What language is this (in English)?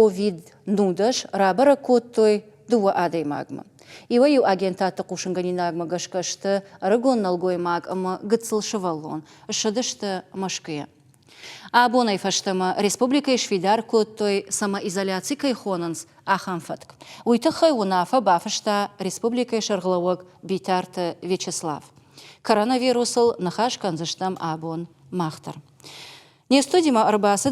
Ossetic